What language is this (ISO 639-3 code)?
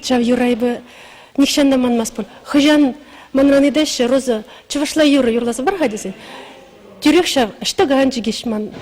chv